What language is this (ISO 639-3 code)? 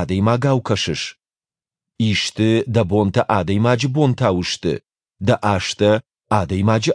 oss